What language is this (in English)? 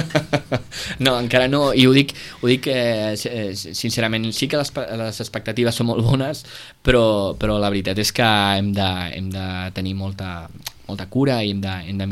Catalan